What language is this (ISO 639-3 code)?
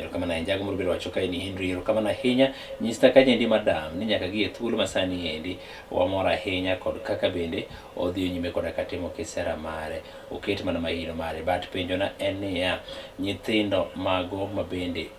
luo